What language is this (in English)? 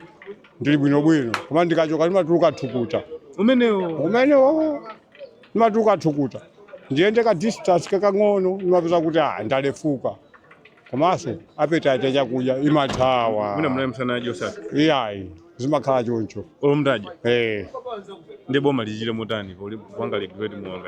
Nyanja